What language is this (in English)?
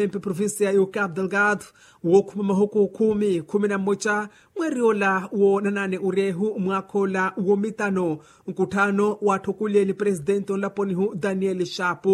Makhuwa